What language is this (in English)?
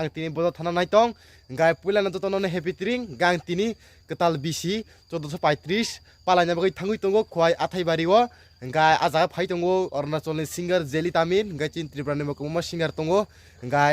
Kok Borok